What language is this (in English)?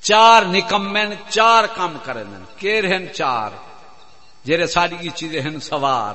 Saraiki